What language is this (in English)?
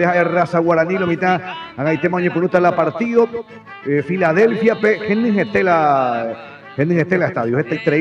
Guarani